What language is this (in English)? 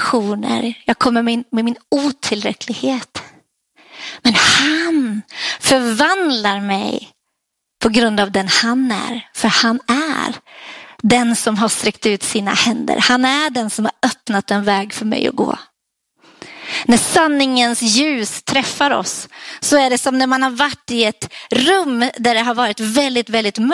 Swedish